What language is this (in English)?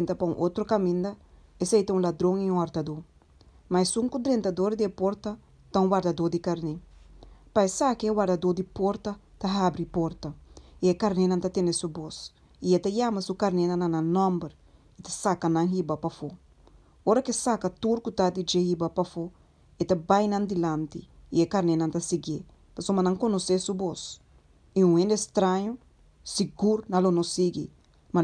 Papiamento